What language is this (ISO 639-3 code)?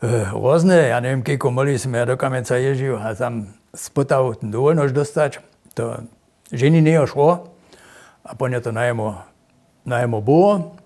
hsb